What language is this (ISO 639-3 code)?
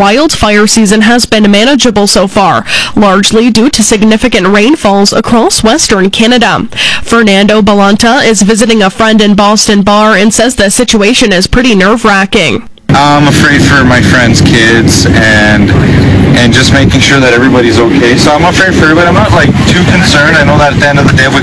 eng